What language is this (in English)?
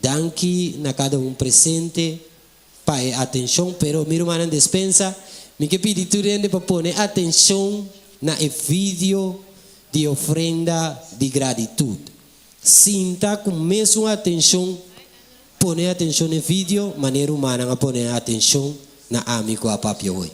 Papiamento